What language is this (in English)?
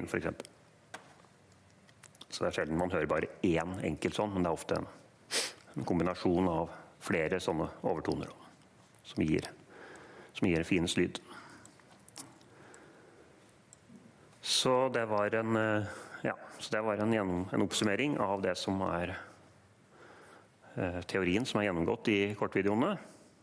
Norwegian